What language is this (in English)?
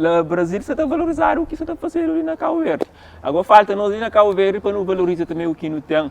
Kabuverdianu